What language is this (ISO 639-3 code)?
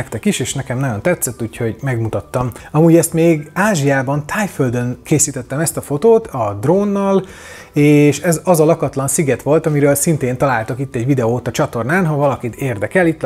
hun